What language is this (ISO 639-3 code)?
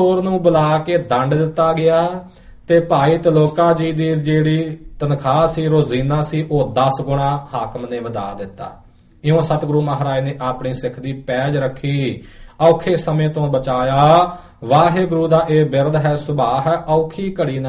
pan